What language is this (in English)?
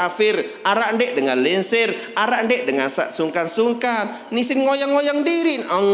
Sasak